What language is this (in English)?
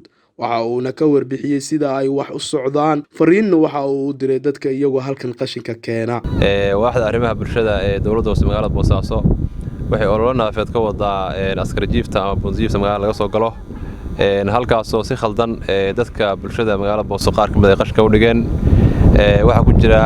Somali